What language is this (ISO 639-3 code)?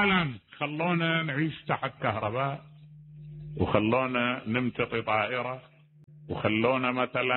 acm